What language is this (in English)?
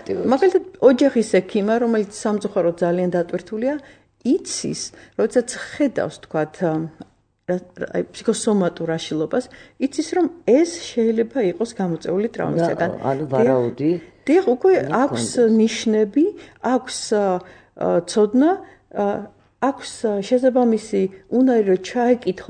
Georgian